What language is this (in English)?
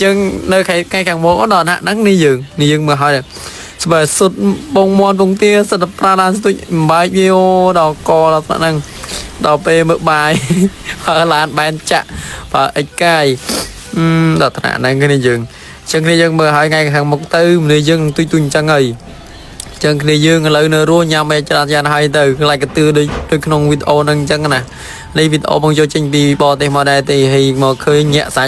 Khmer